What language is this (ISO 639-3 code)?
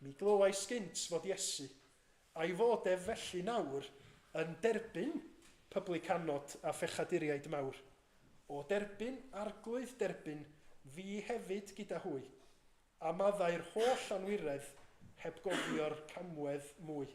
cym